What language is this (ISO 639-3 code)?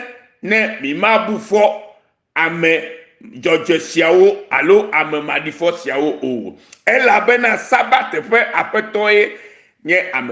ewe